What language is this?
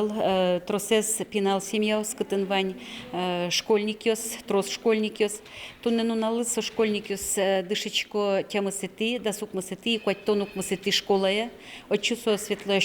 Udmurt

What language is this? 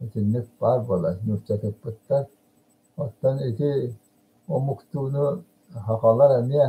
Yakut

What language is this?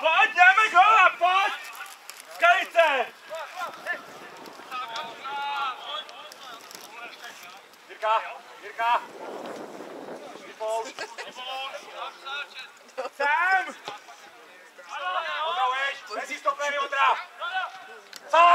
Czech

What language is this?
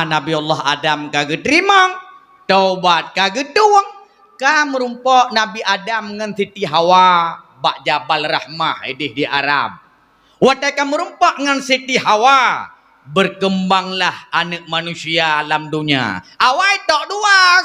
Achinese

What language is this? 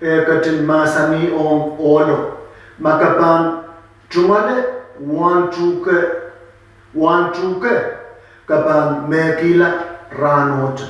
Pohnpeian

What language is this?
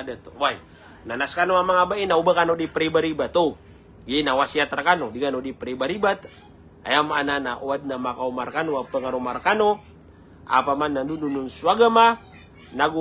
Maranao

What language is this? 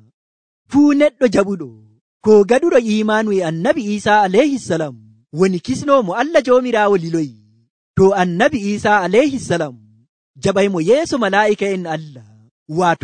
Nigerian Fulfulde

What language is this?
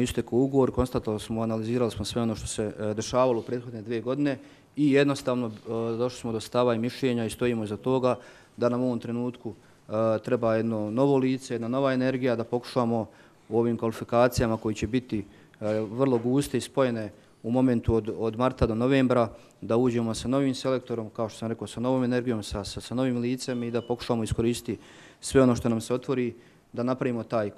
Bosnian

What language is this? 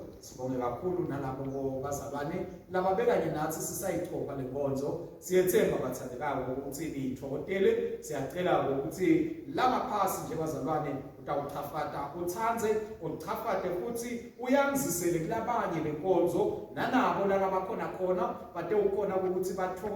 Swati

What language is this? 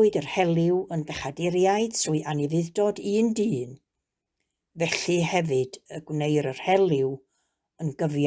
Welsh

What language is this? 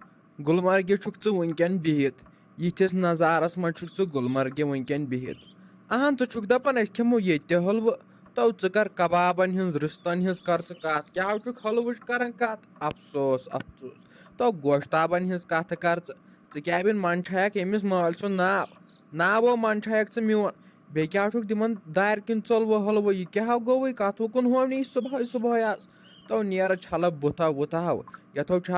Kashmiri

